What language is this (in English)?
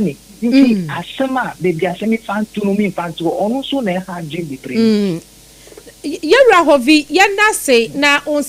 Akan